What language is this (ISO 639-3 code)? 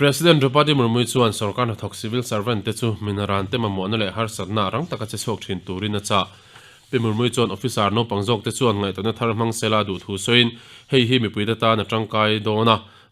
lus